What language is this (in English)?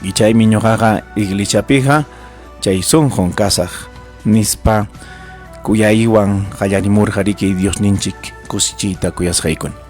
Ayacucho Quechua